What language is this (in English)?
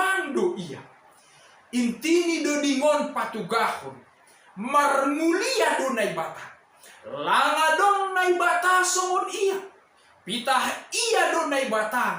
Batak Simalungun